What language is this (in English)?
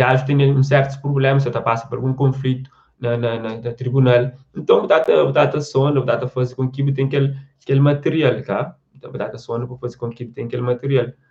Kabuverdianu